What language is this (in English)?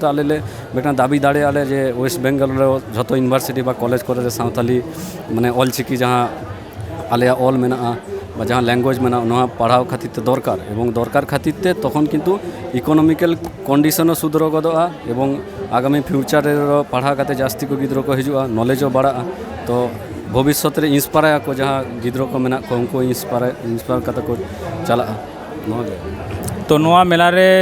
Santali